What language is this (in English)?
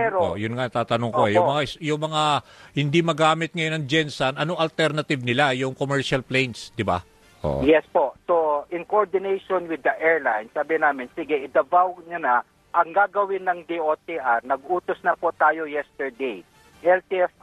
Filipino